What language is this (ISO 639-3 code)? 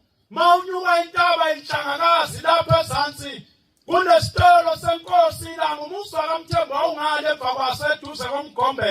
zul